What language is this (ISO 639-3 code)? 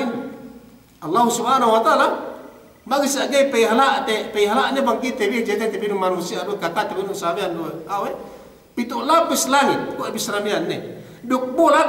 yka